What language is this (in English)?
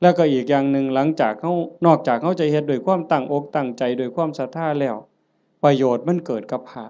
Northeastern Thai